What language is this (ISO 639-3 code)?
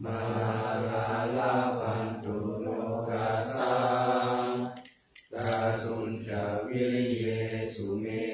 pli